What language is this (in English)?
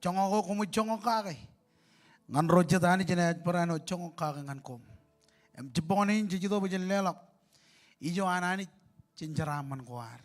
Marshallese